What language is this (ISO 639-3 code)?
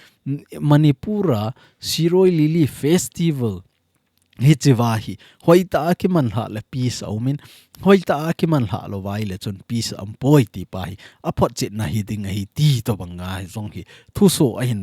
tcz